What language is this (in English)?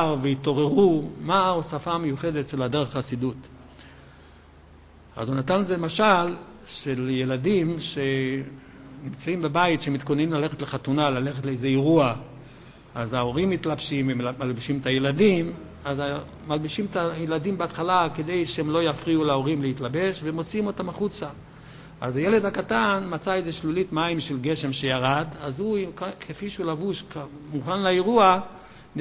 Hebrew